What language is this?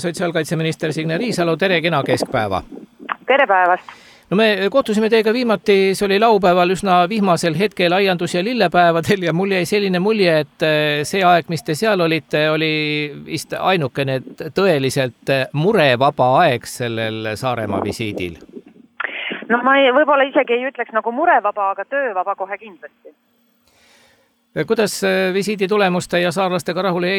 Estonian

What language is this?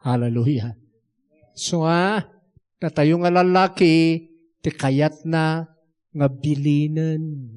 Iloko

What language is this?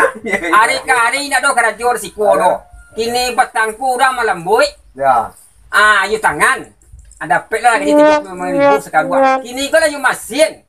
Minangkabau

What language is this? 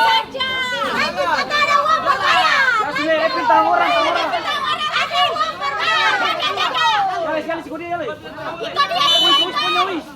Ambonese Malay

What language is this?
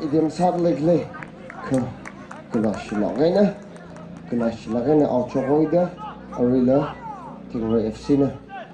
Tangkhul Naga (India)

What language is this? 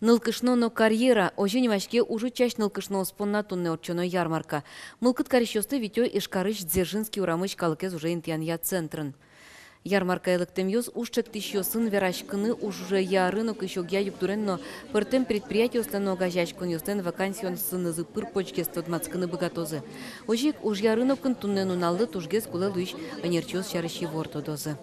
Udmurt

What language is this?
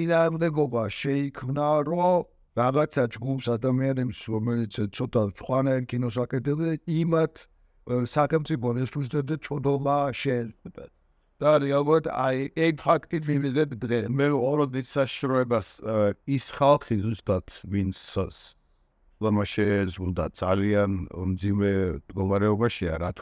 Georgian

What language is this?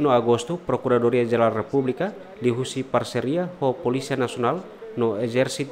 Tetum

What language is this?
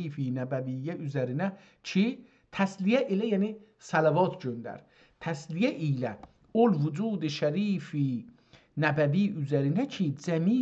South Azerbaijani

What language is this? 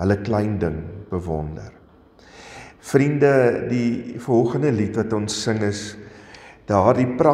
Afrikaans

